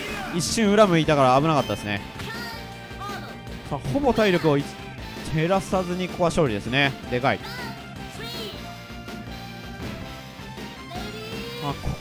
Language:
Japanese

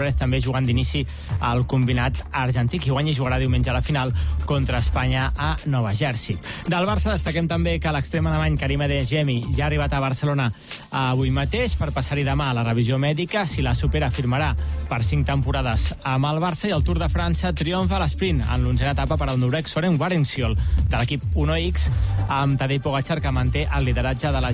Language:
Catalan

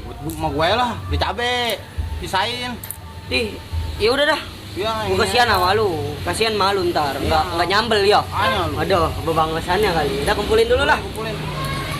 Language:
Betawi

